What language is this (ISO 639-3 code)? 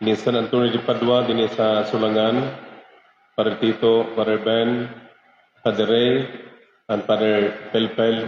war